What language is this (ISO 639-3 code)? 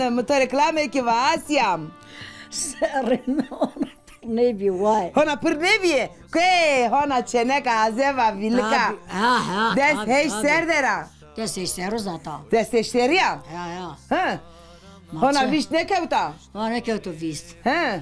zza